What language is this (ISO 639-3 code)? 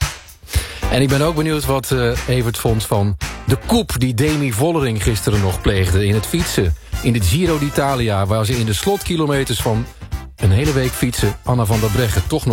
nld